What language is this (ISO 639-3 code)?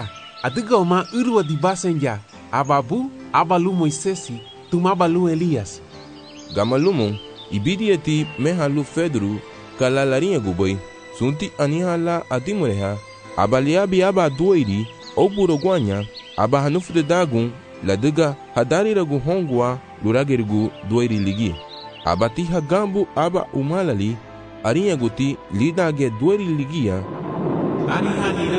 cab